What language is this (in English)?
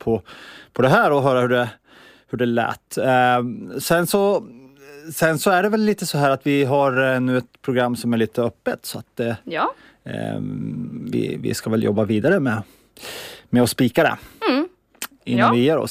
Swedish